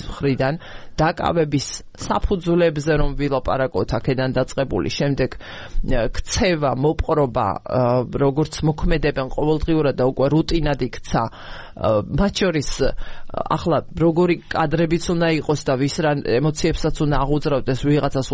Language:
Georgian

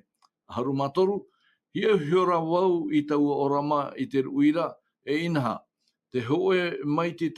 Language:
Tahitian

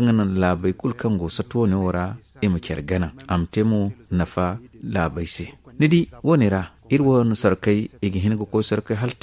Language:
Zarma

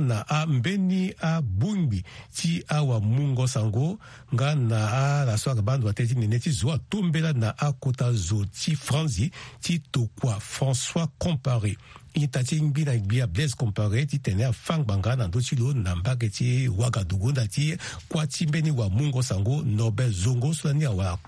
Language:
Sango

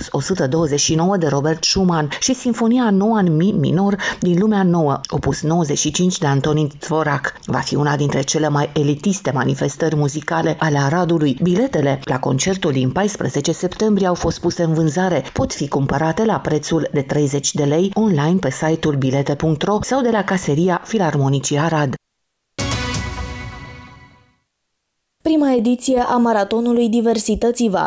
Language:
Romanian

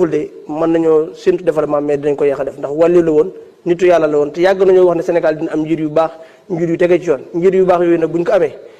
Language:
Wolof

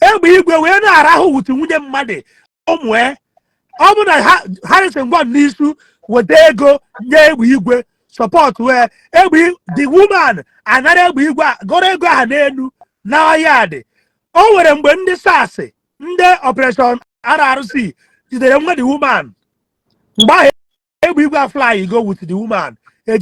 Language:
Igbo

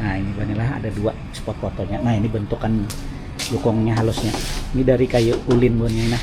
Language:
Banjar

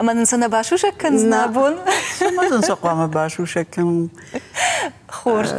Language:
Ossetic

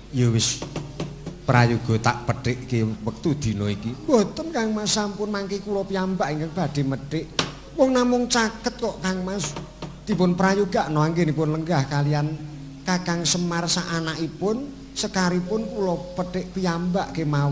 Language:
Javanese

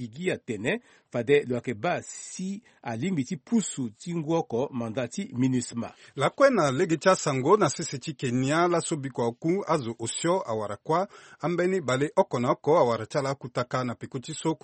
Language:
Sango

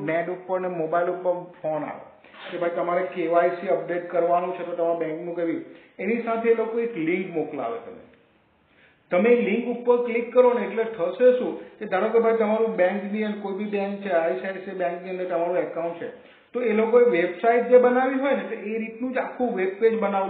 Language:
Gujarati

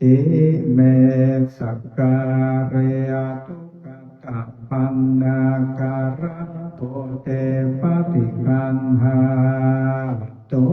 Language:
Pali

